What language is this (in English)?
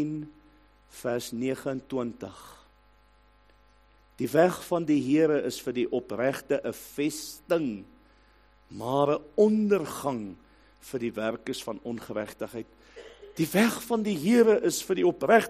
Afrikaans